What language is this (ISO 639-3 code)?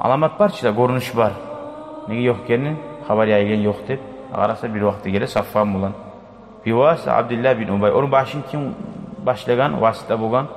kum